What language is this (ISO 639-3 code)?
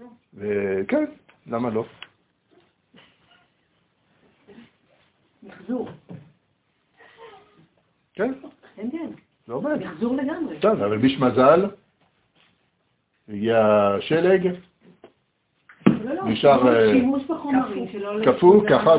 heb